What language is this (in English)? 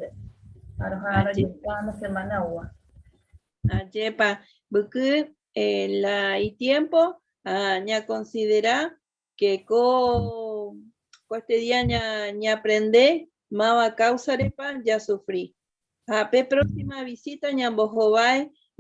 Guarani